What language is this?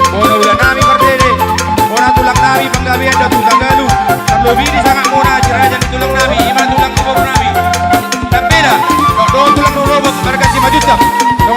Batak Toba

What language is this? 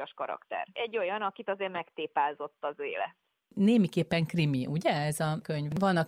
Hungarian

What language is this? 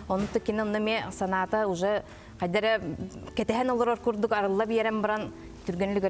Yakut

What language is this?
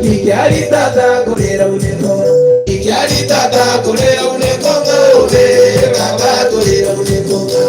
Gusii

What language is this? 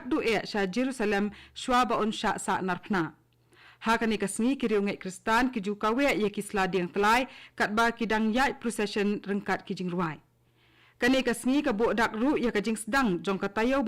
Khasi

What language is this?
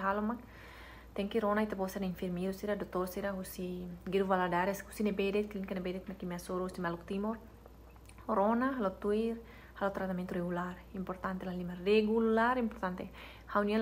Tetum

